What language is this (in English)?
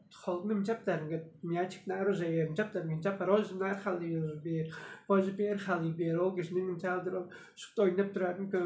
Tuvinian